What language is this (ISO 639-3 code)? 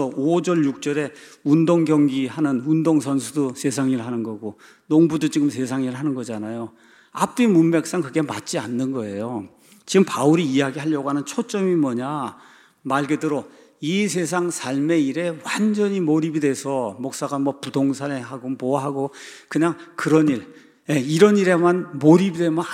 kor